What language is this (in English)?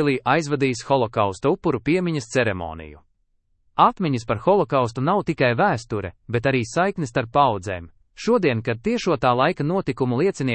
Latvian